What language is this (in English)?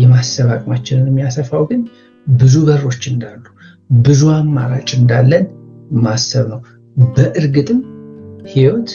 Amharic